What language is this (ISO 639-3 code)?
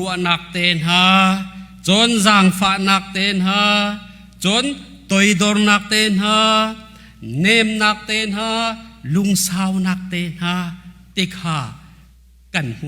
cnh